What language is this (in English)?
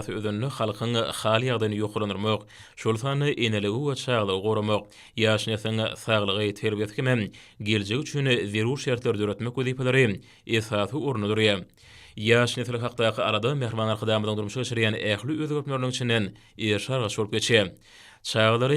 Turkmen